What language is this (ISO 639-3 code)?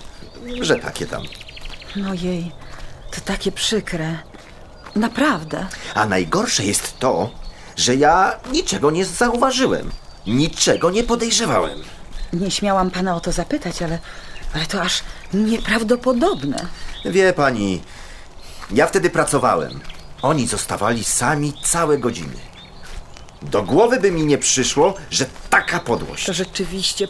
pol